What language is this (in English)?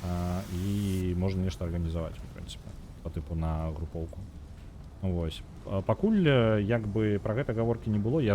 Belarusian